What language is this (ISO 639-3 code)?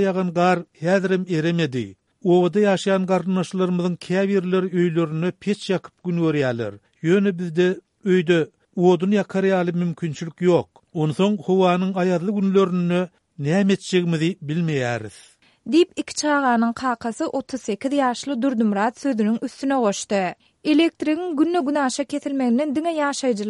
tuk